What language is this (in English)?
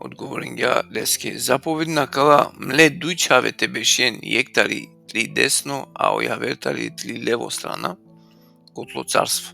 Balkan Romani